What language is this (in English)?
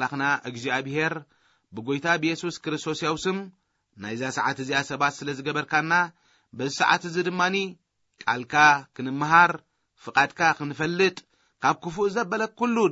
Tigrinya